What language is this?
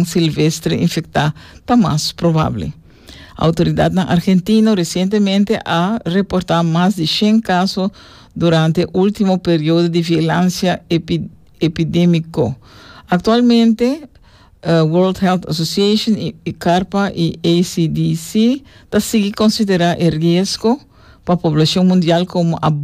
Papiamento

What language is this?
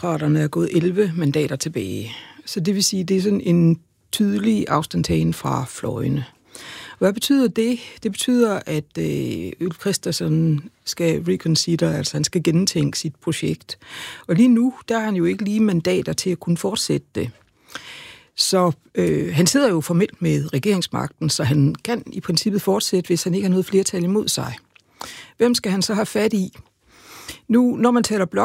Danish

